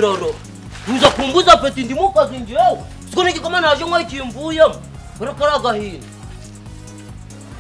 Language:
Kinyarwanda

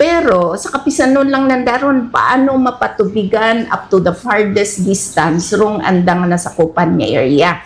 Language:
Hiligaynon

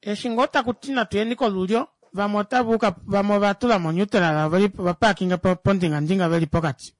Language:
Kuanyama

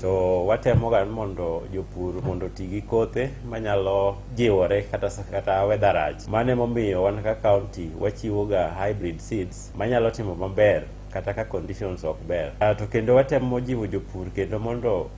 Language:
Luo (Kenya and Tanzania)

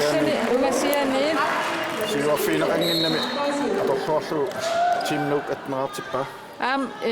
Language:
Kalaallisut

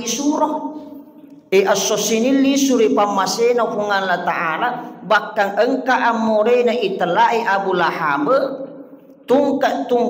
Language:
Buginese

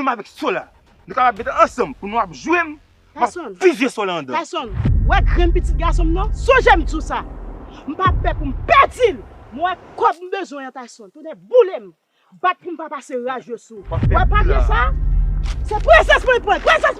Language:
Haitian Creole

